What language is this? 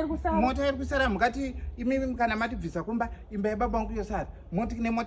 Shona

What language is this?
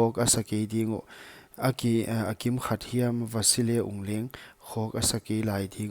Paite Chin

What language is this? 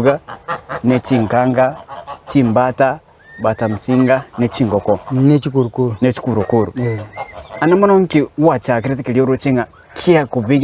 Gusii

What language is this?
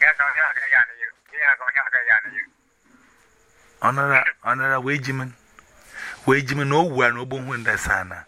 Igbo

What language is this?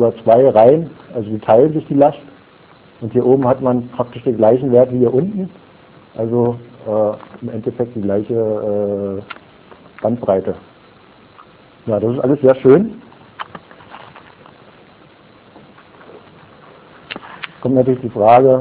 German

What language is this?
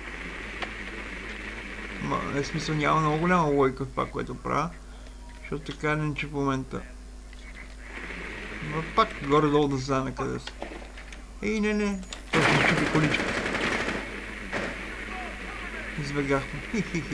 Bulgarian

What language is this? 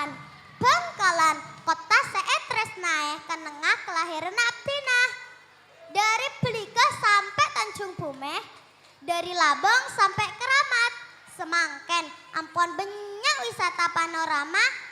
Madurese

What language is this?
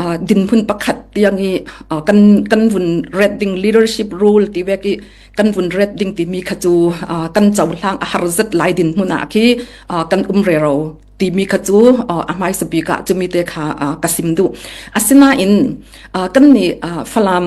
Falam Chin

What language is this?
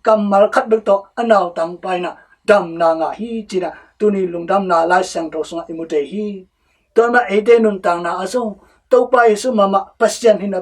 Tedim Chin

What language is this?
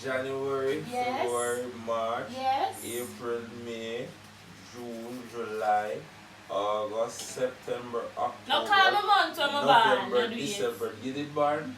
Jamaican Creole English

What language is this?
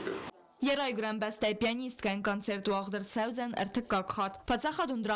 Ossetic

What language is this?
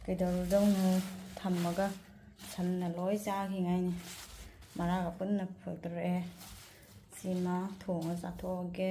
Manipuri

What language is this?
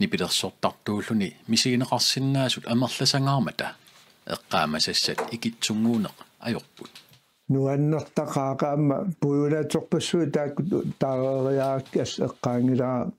Kalaallisut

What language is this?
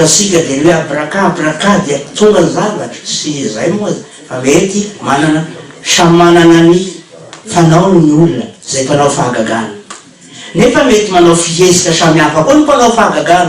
Malagasy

